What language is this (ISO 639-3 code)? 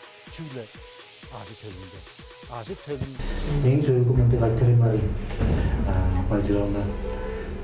tyv